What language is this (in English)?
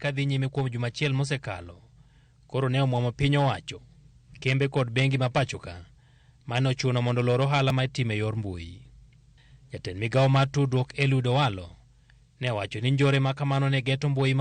Luo (Kenya and Tanzania)